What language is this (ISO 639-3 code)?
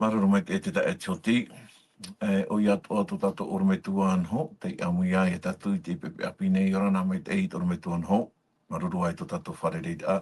tah